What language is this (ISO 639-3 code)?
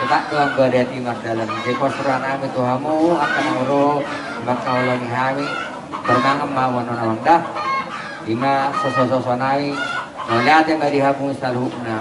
bbc